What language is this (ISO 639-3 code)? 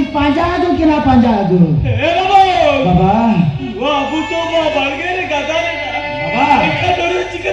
sat